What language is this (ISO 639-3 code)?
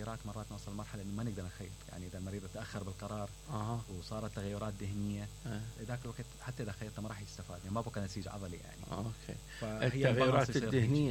acm